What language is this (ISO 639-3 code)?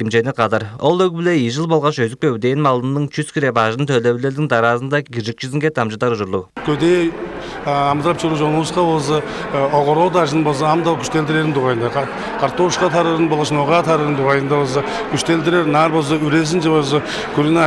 tyv